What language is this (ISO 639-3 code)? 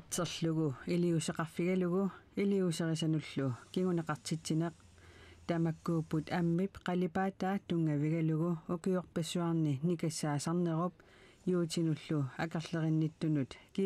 kal